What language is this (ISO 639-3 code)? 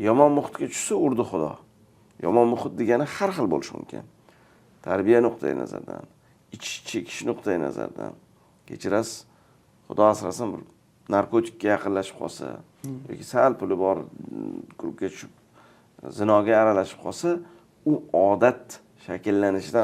uzb